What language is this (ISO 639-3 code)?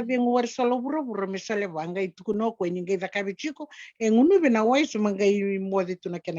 fij